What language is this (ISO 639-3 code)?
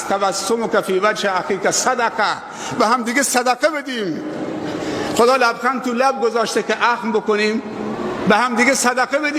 fas